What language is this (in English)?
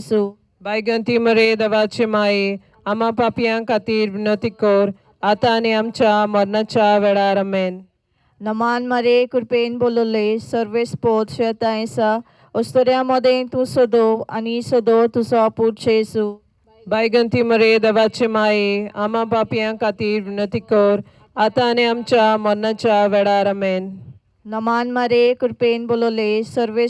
Konkani